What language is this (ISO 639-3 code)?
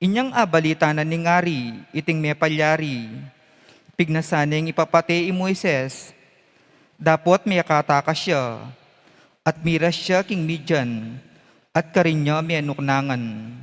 pam